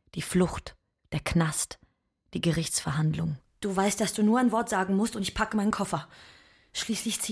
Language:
German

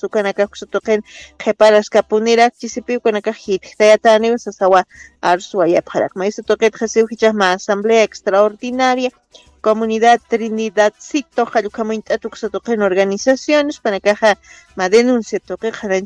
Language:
Aymara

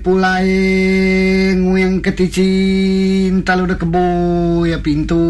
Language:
Iban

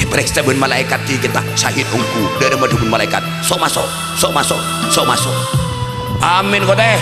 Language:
Madurese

